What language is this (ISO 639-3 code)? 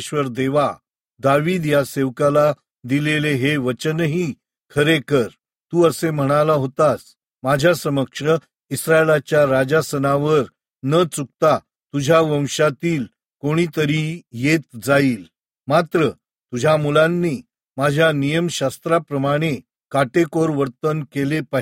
mar